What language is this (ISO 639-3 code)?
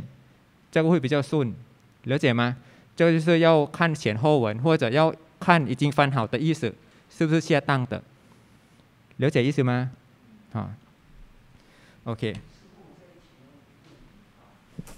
zho